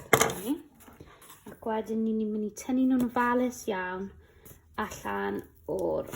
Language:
Welsh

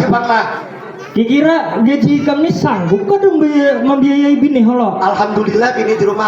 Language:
Banjar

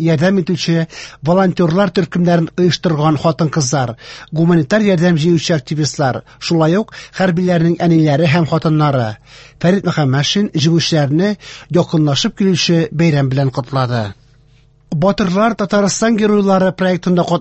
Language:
Tatar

